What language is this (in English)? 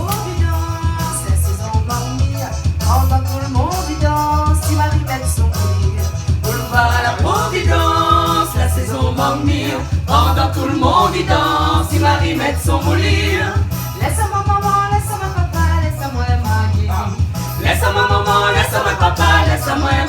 Réunion Creole French